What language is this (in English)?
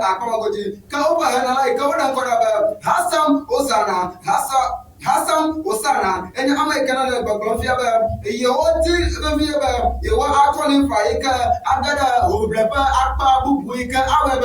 Ewe